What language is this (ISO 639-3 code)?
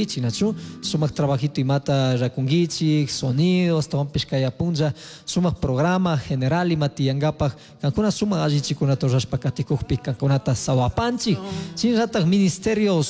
qug